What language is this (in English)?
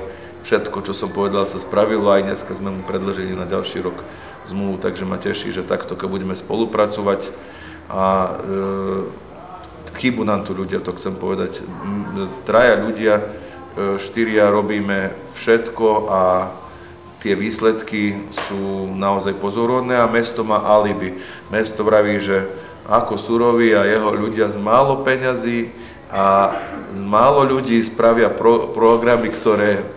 Slovak